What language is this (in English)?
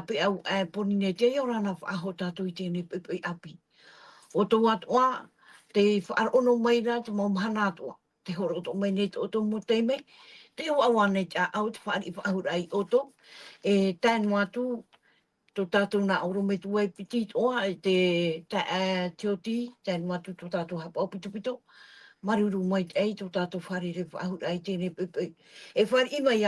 Tahitian